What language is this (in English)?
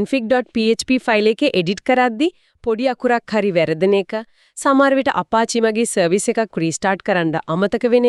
Sinhala